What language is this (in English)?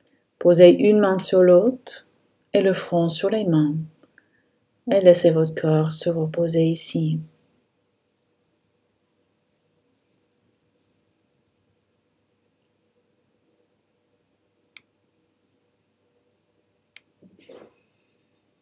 French